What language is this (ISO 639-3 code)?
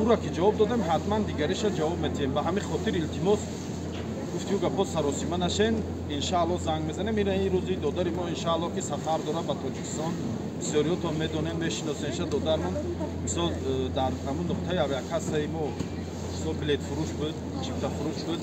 tgk